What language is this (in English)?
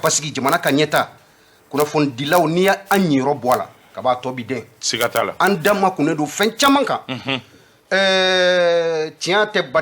Bambara